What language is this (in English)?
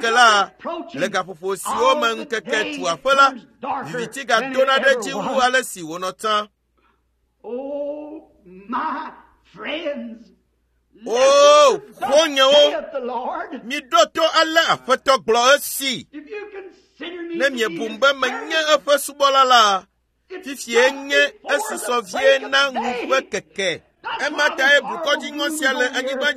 Ewe